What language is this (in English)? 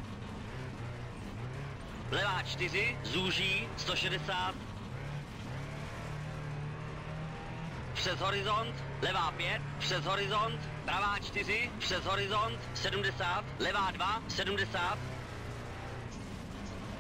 Czech